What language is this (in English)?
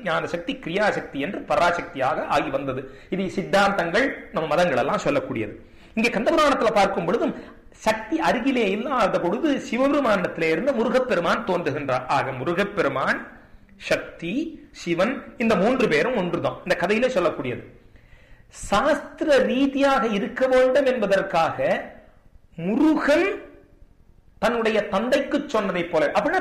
Tamil